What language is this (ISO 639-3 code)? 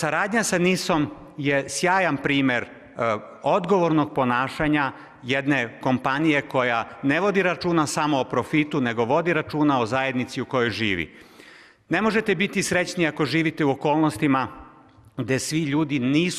srp